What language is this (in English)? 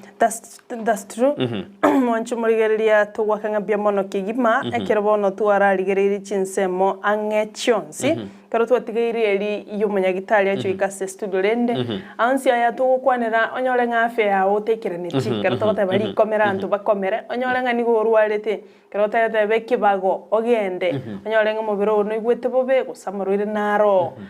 Gusii